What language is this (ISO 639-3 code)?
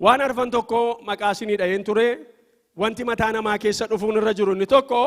orm